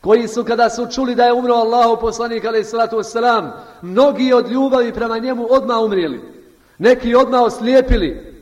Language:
Bosnian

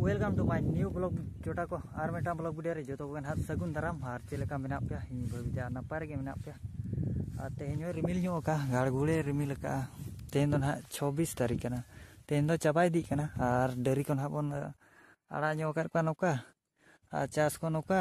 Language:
Santali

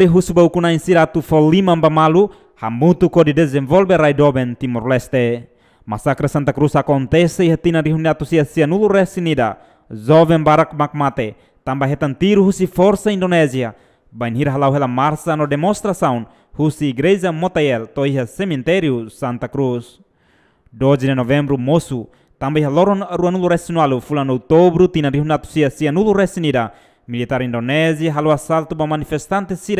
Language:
Tetum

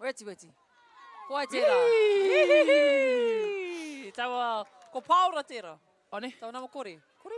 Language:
Māori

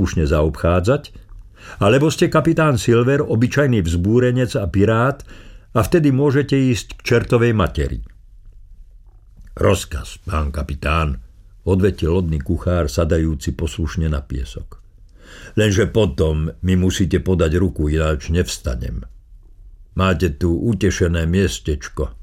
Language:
Slovak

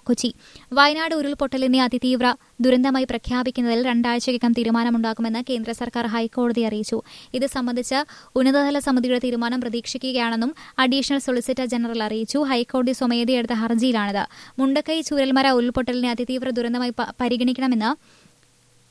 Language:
Malayalam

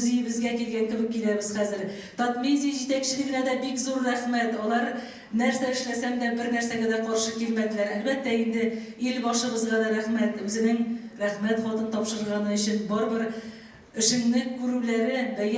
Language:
Tatar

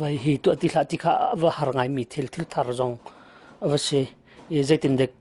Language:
Hakha Chin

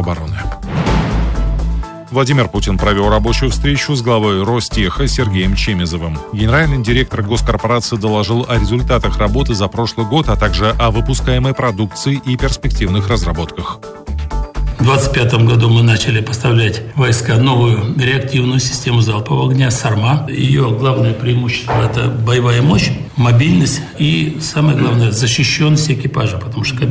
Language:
Russian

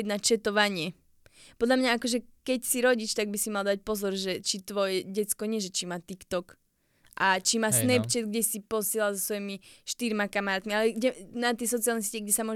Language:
Slovak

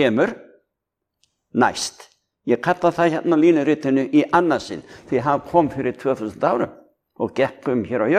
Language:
Icelandic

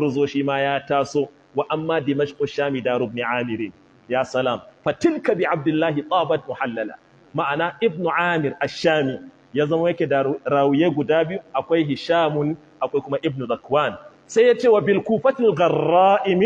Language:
Hausa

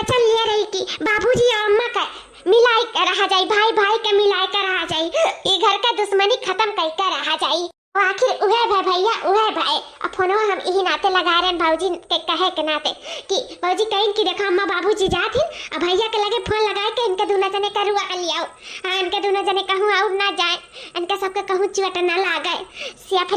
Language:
Awadhi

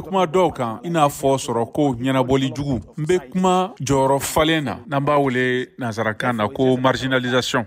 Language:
Bambara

